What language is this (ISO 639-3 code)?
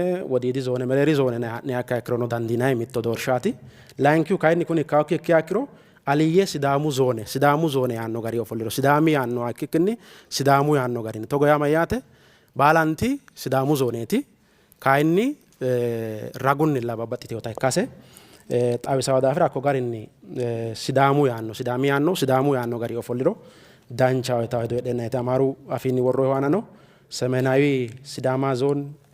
sid